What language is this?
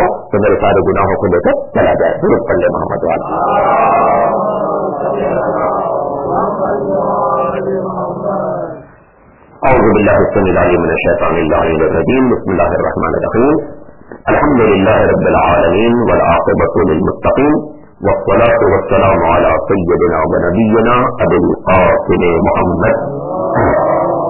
Urdu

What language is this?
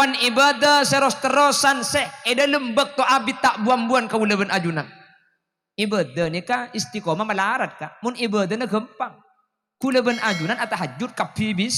Madurese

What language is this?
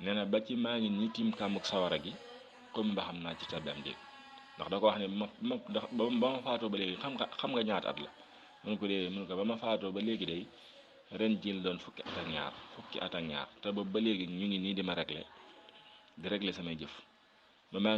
Wolof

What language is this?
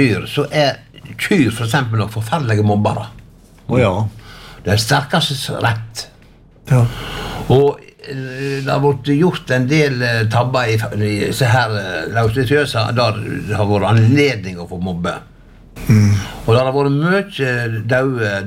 Norwegian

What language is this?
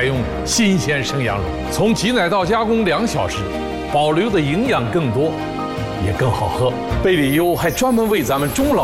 Chinese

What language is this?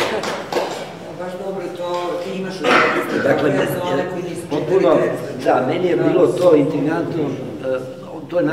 Serbian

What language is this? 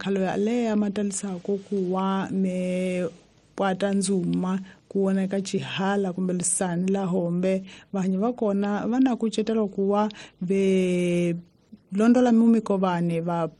Tsonga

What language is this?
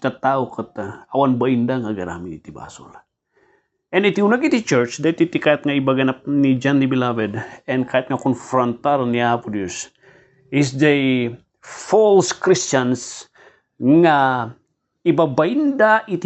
Iloko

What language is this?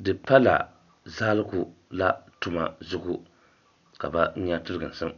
Dagbani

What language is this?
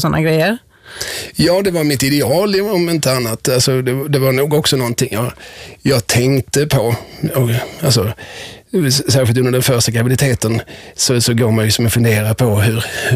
Swedish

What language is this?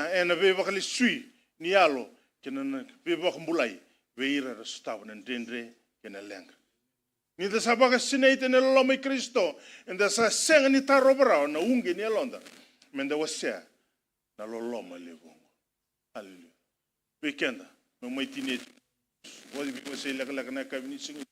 Fijian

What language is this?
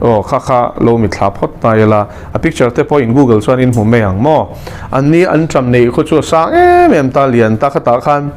Mizo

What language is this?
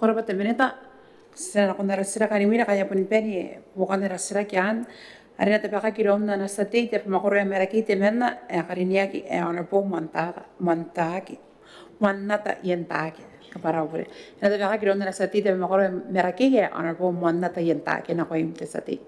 Gilbertese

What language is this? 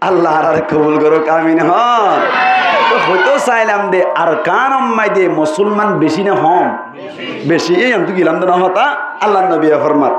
Rohingya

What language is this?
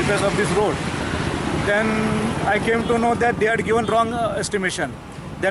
Konkani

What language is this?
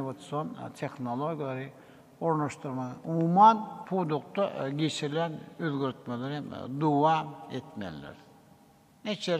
Turkmen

